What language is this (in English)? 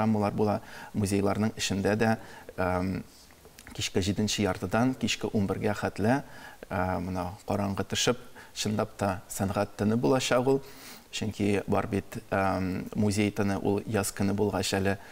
Tatar